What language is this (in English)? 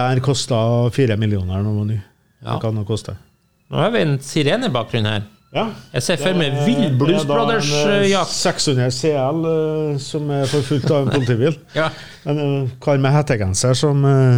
Norwegian